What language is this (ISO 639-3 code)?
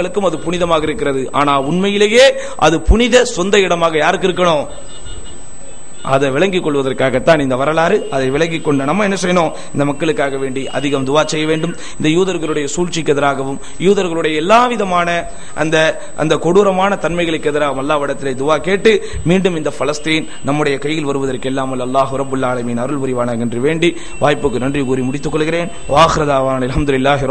tam